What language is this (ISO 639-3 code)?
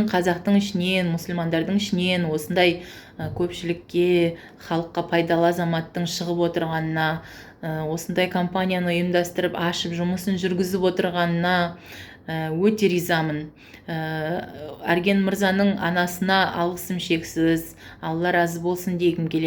kaz